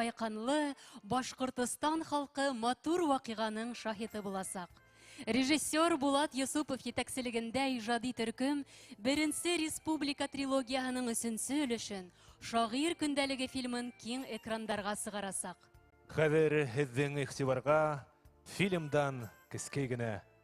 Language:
Bashkir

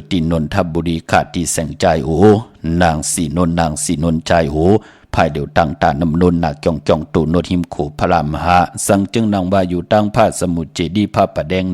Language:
Shan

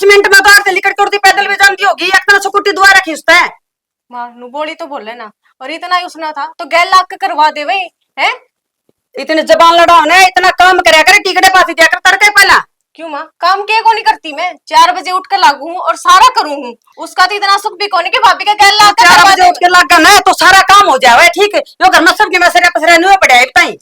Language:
Haryanvi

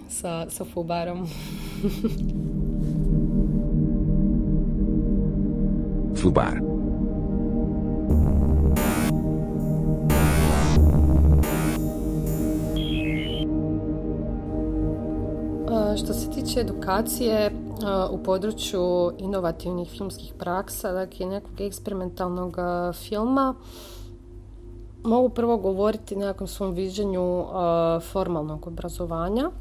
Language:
Croatian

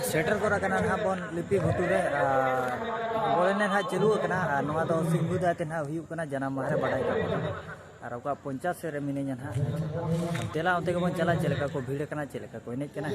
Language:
Santali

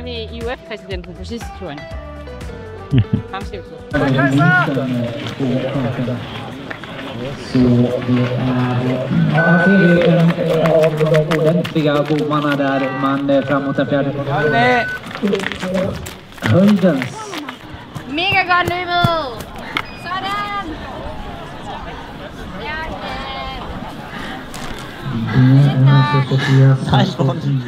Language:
Danish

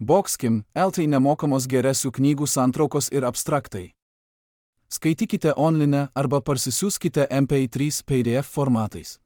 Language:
Lithuanian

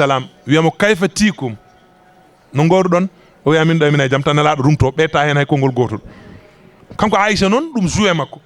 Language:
Fula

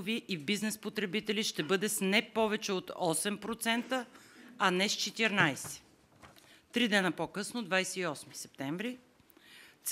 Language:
Bulgarian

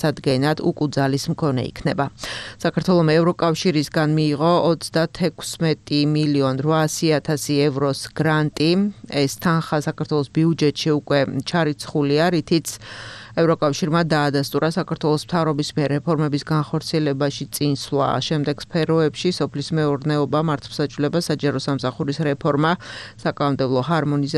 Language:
Georgian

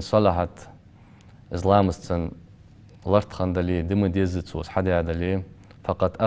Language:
Ingush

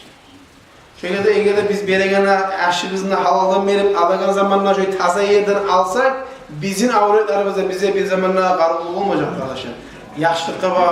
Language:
Kumyk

